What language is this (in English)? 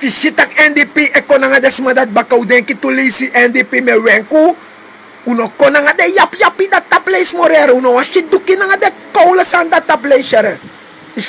Sranan Tongo